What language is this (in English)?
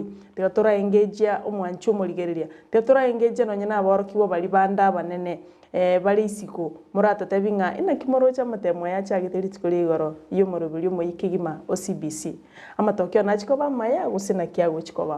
Gusii